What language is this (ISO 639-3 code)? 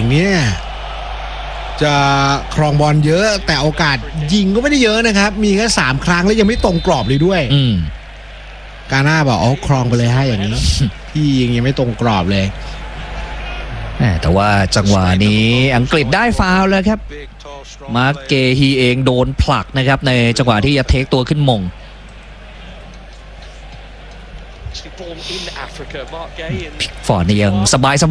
tha